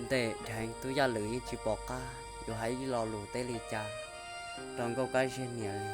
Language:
Hmong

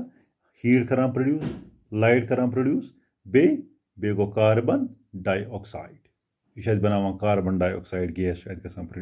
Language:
Kashmiri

